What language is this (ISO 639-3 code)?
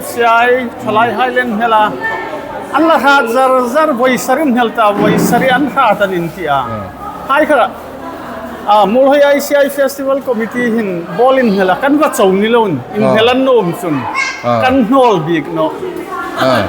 hmr